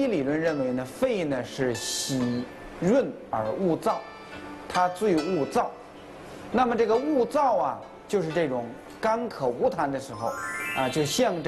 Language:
Chinese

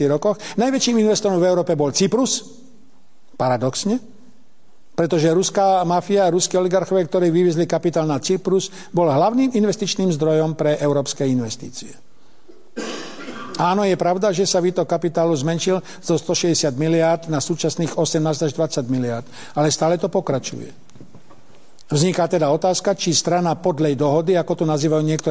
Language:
Slovak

